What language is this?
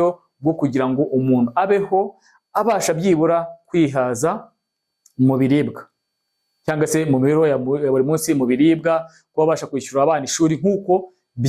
Kinyarwanda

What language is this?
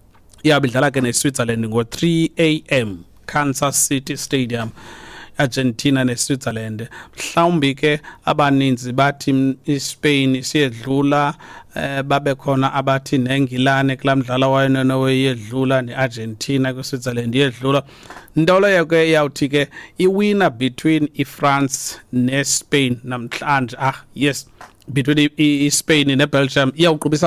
Xhosa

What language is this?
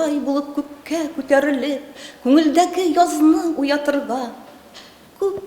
Tatar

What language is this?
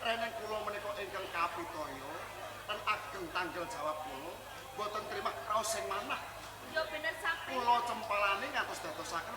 Javanese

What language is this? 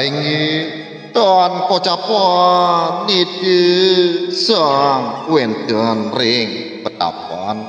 Balinese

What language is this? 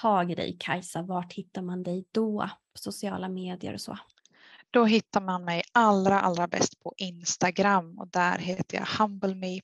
Swedish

